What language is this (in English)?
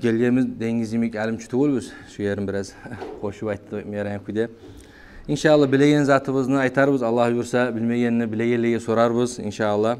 Kumyk